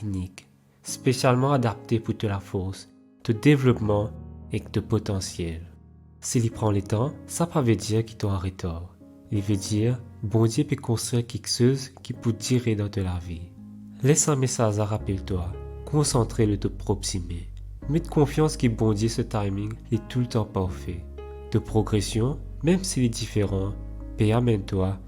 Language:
Morisyen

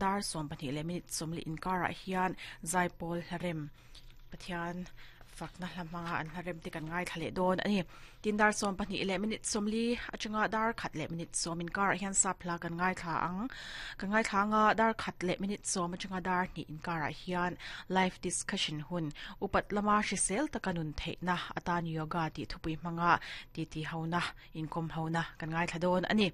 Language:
Mizo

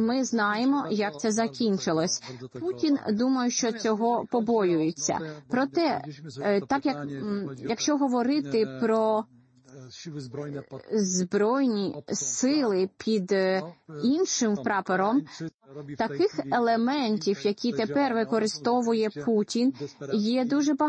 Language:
Ukrainian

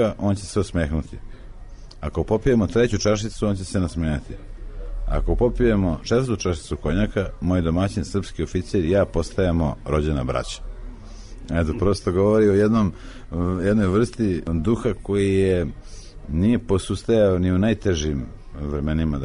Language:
Serbian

